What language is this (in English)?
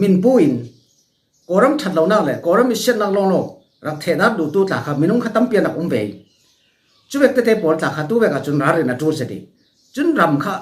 Falam Chin